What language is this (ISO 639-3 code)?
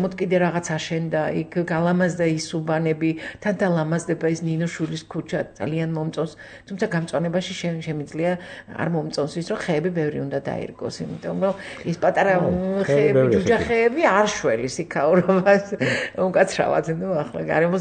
kat